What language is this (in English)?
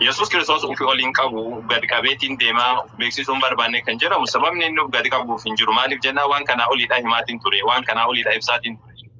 Oromo